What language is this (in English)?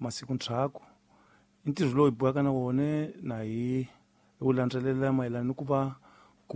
Tsonga